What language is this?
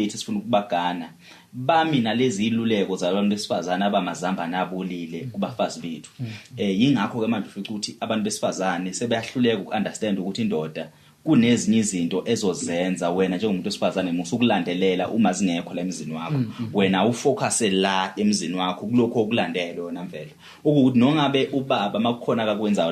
Zulu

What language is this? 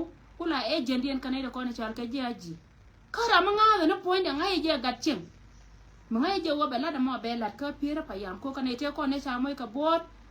Nuer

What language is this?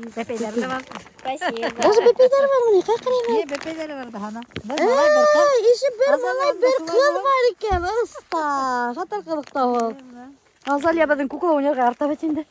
Bashkir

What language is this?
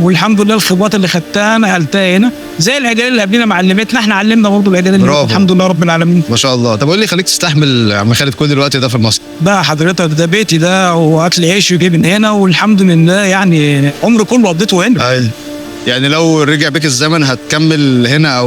Egyptian Arabic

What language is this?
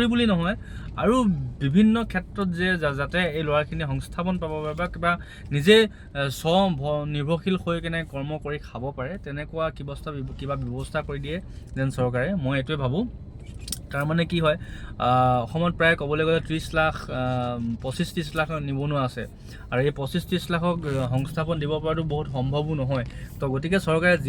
Assamese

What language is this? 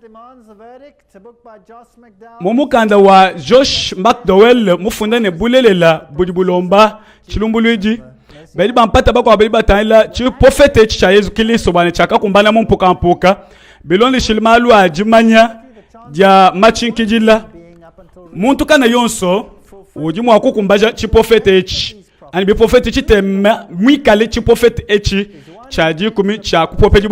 Luba-Lulua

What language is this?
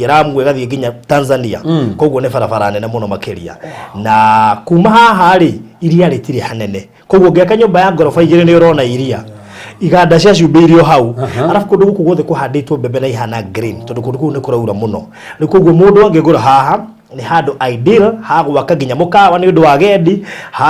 Kikuyu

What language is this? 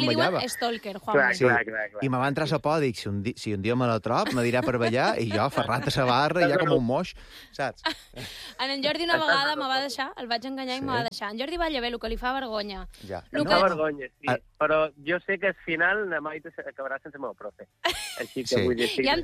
Catalan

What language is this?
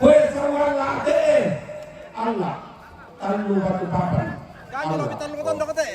Toraja-Sa'dan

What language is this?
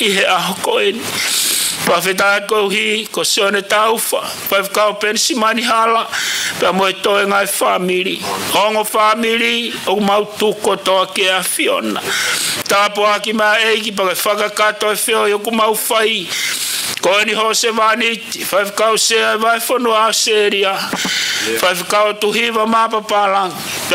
Tongan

